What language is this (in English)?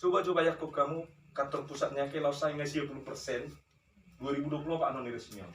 Batak Toba